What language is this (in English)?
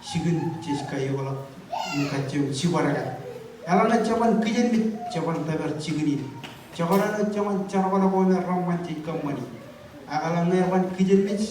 Marshallese